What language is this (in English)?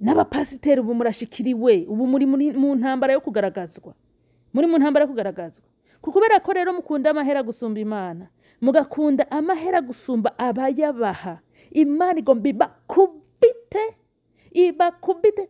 Rundi